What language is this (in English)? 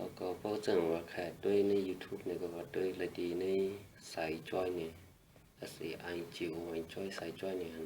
Shan